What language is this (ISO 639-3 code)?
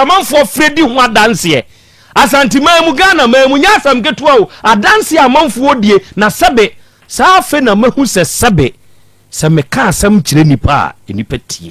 aka